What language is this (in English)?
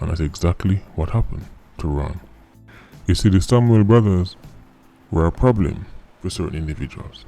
Jamaican Creole English